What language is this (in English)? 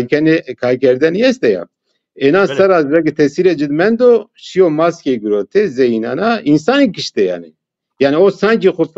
Zaza